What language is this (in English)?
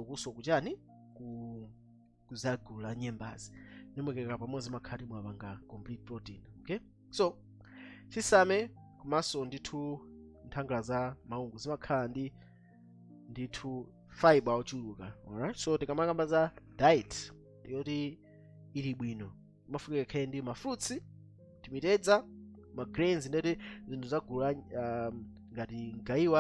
Nyanja